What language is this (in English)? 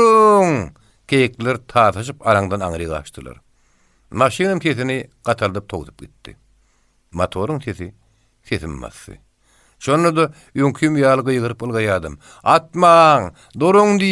Turkmen